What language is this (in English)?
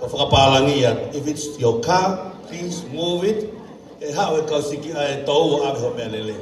Tongan